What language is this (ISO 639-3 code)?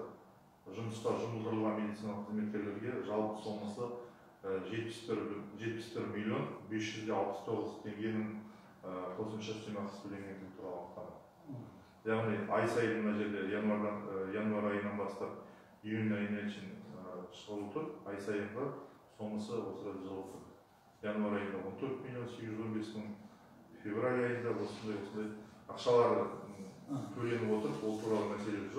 kaz